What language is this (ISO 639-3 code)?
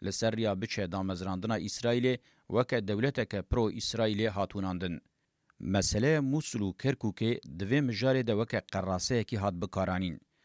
kur